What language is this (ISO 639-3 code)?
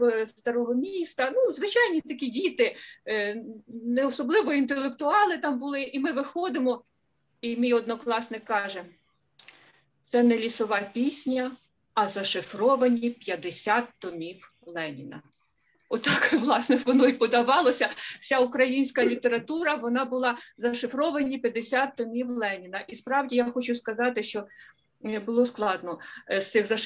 ukr